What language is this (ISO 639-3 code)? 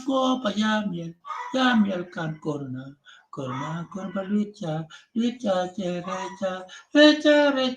ach